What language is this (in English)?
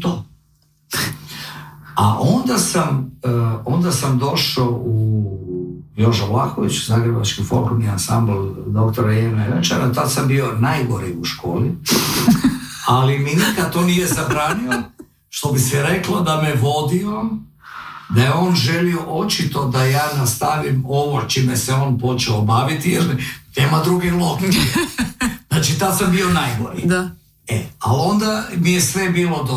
Croatian